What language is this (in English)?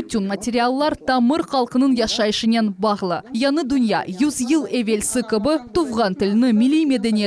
Crimean Tatar